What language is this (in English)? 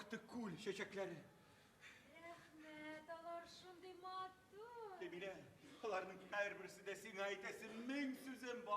Tatar